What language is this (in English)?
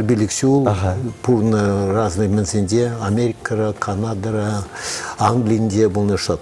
Chuvash